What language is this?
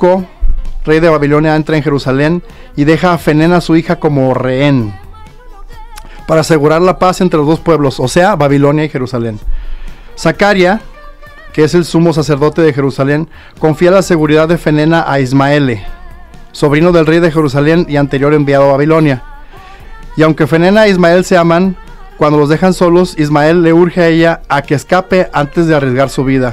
Spanish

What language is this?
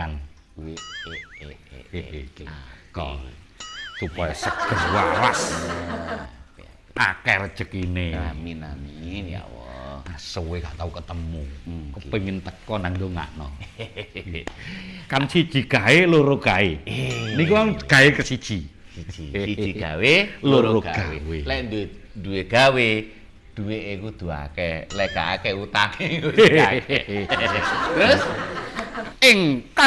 Javanese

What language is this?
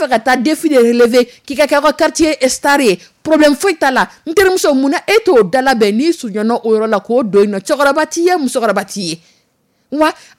Dyula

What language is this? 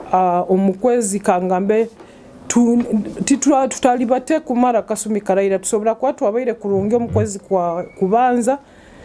Nyoro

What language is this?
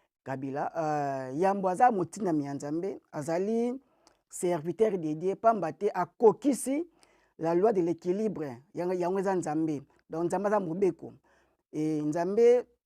Lingala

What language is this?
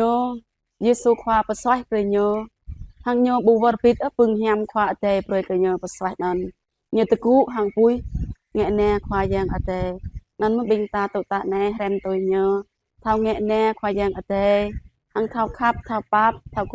Jarai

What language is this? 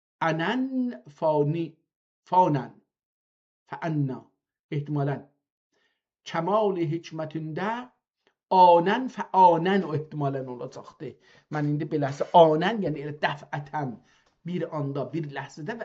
South Azerbaijani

